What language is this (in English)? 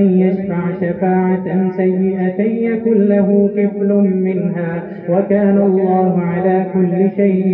Arabic